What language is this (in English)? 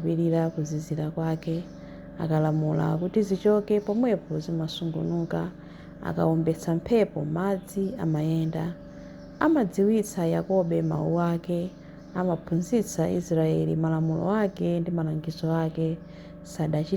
Nyanja